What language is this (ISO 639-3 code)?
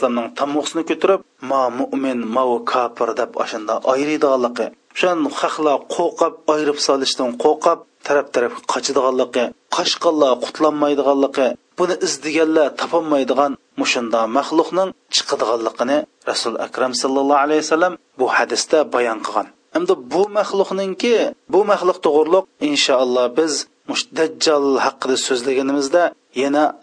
uig